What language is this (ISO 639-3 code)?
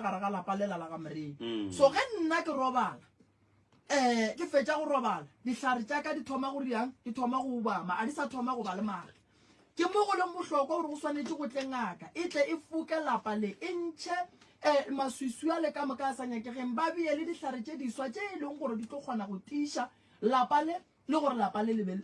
nso